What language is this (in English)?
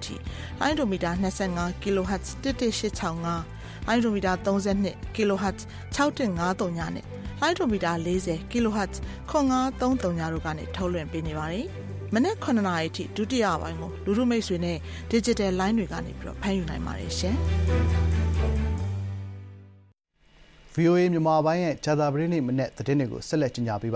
Burmese